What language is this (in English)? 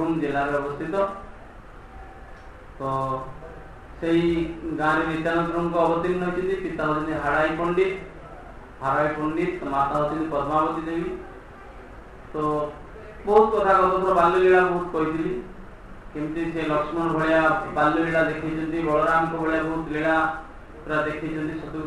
Odia